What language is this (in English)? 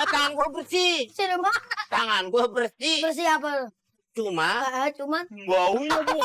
Betawi